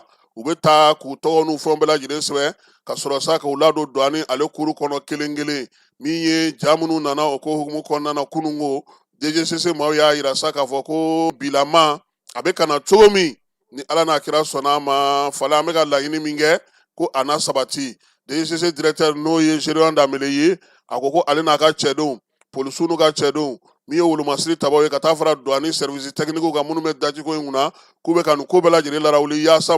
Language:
Bambara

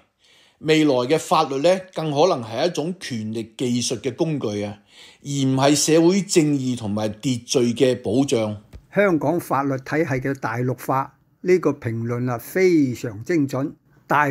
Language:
Cantonese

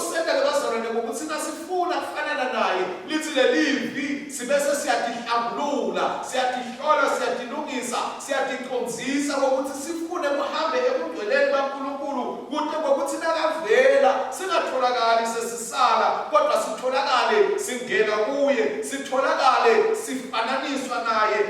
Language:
Swati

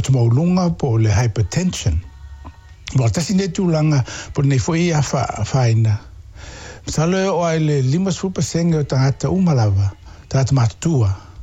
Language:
Samoan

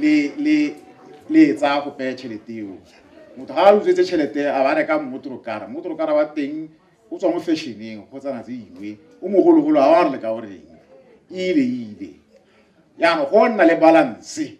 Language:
Tswana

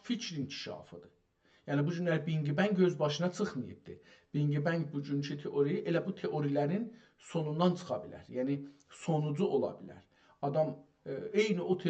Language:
South Azerbaijani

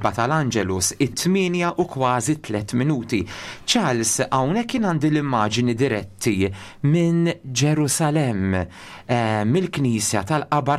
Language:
Maltese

